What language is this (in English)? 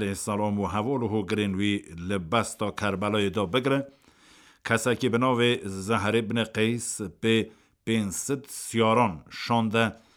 Kurdish